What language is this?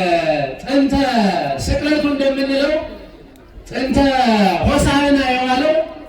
Amharic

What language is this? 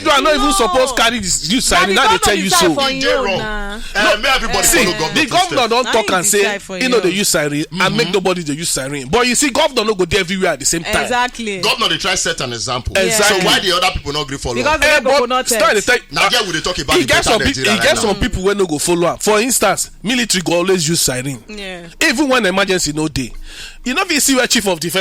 Nigerian Pidgin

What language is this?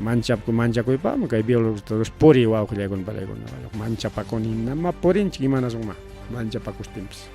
Ayacucho Quechua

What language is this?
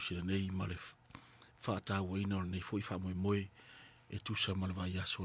Samoan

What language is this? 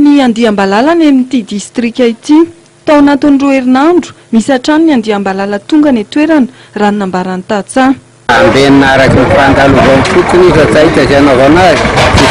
Malagasy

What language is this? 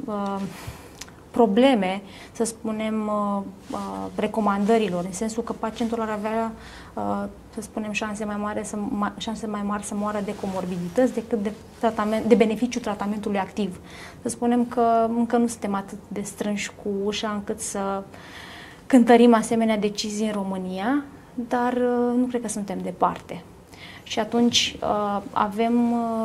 Romanian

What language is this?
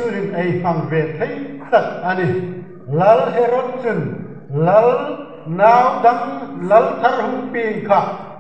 Hmar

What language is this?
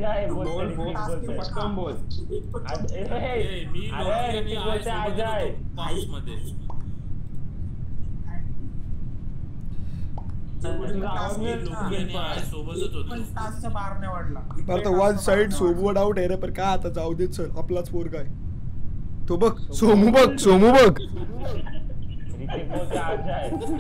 Marathi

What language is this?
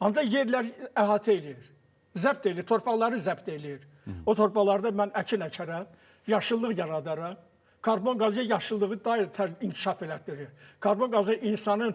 Azerbaijani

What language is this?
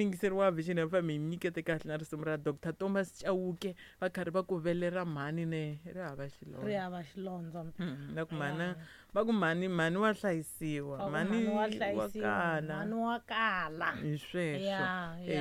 Tsonga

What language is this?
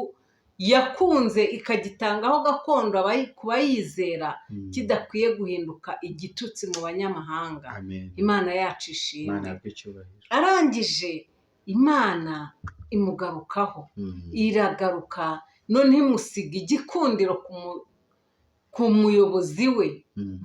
Kinyarwanda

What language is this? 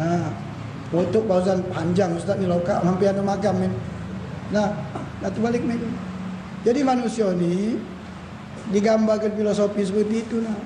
Musi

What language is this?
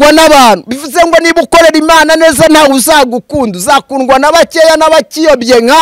Kinyarwanda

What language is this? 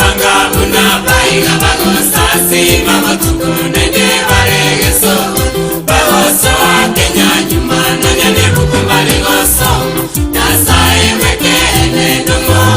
Gusii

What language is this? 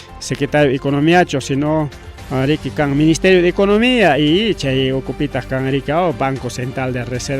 Ayacucho Quechua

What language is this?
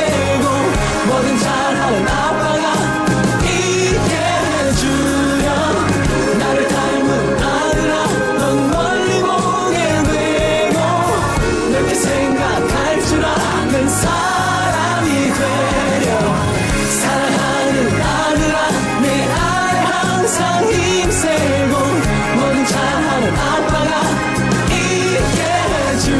Korean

